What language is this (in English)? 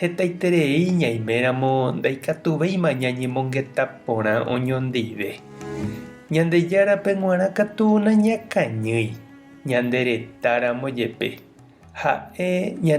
Guarani